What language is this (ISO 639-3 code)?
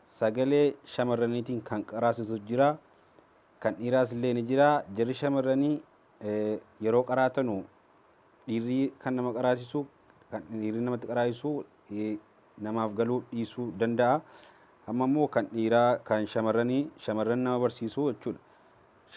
orm